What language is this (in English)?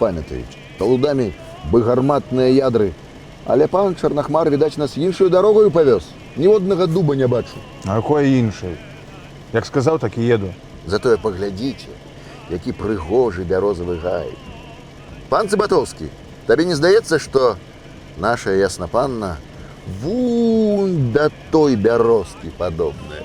Belarusian